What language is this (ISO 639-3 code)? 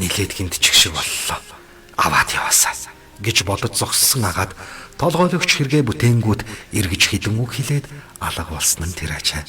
mon